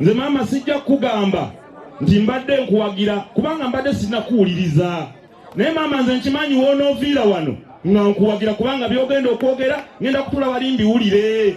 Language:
Ganda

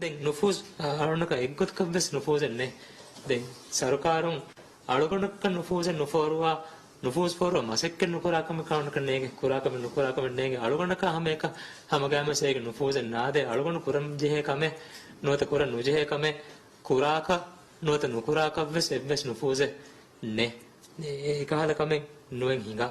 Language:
Divehi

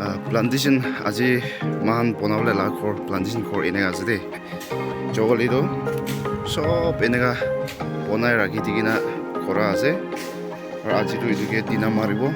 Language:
Naga Pidgin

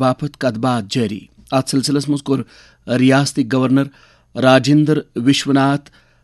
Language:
Kashmiri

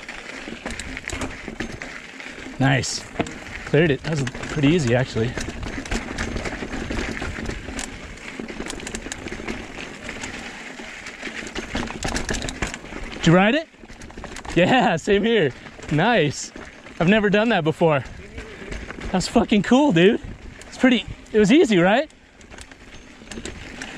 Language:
English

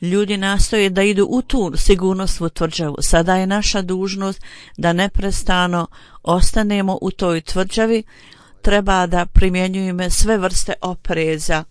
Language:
Bosnian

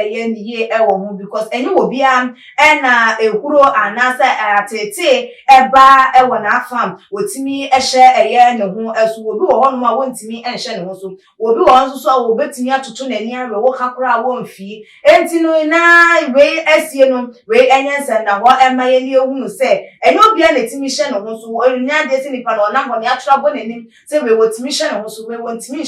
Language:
Akan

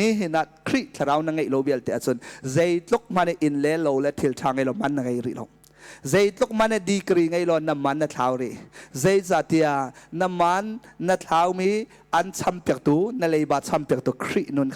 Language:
Hakha Chin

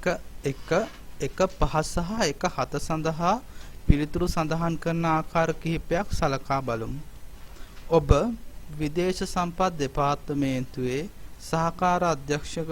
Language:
Sinhala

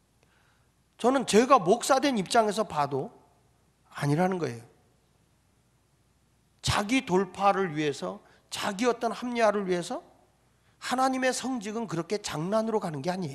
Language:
Korean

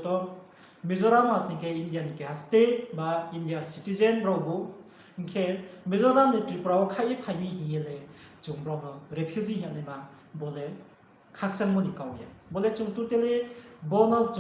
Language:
Riang (India)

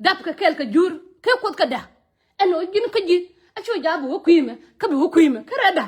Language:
Nuer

